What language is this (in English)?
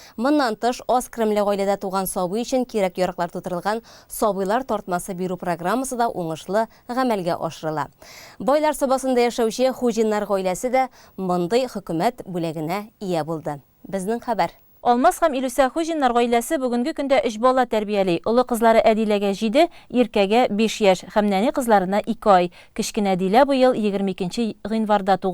Tatar